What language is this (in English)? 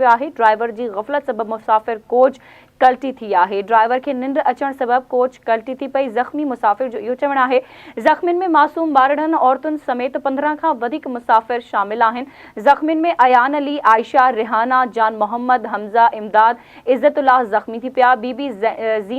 Sindhi